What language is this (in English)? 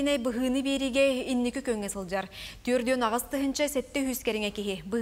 Yakut